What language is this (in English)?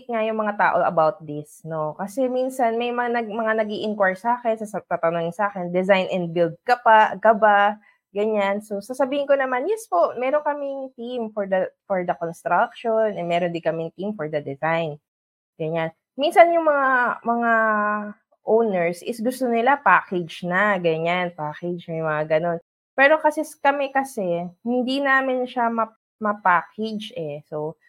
Filipino